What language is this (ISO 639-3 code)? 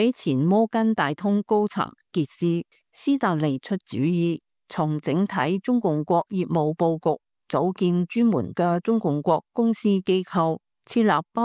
yue